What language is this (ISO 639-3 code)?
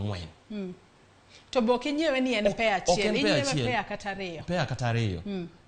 luo